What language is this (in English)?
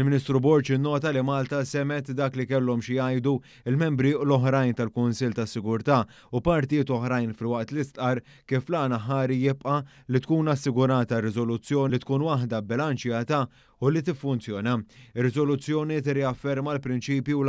Maltese